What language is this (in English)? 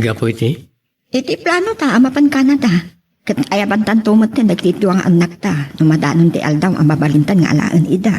Iloko